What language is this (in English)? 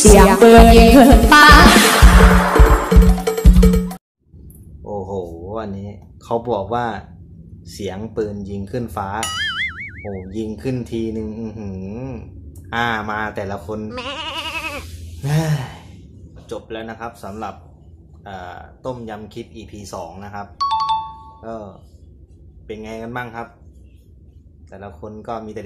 Thai